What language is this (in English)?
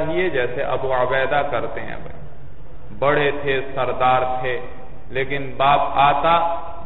Urdu